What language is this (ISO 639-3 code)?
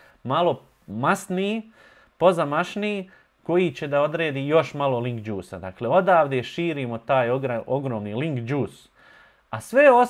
bos